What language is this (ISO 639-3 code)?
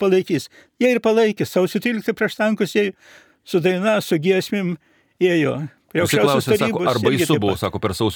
lit